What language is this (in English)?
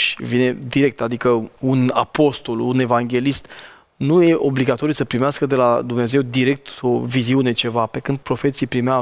Romanian